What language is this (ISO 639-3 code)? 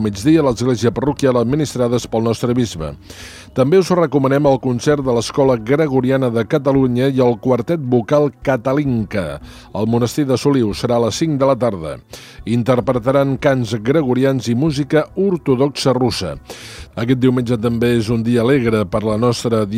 cat